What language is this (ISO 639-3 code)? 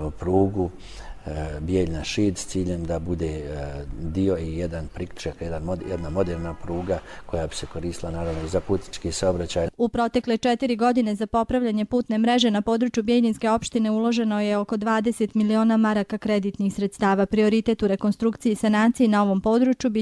hrv